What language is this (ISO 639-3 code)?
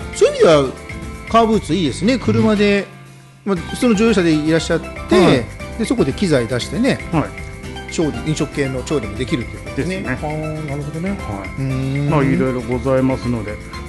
jpn